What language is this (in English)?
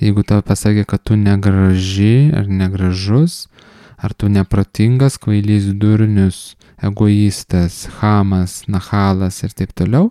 Lithuanian